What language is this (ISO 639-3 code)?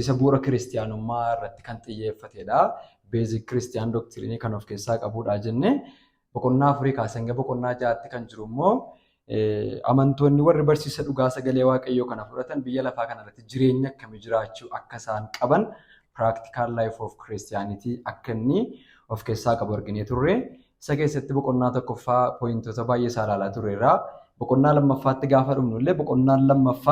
orm